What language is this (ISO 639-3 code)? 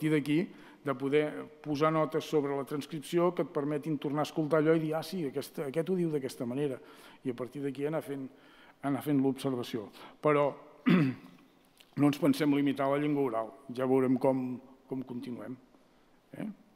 cat